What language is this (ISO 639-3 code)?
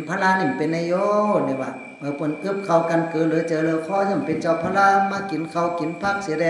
shn